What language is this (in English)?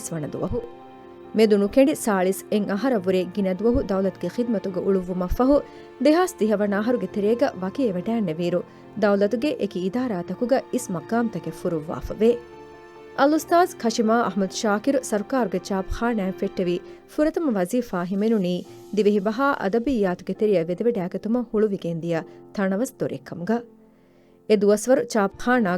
Divehi